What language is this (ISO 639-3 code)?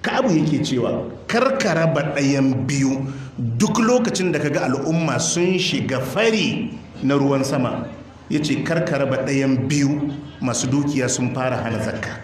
hau